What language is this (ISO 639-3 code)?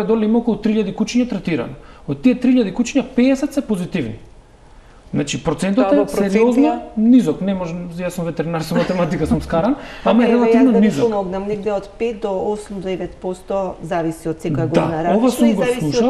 mkd